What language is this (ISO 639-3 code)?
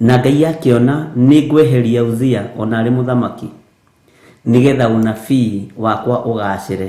kik